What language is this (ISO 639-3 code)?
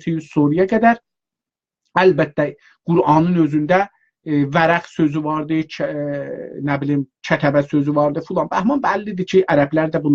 azb